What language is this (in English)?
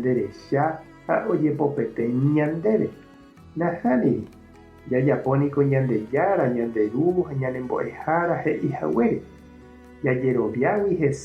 Guarani